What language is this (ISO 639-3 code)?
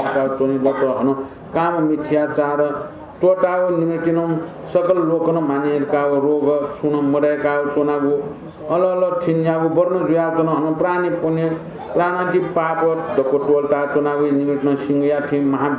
new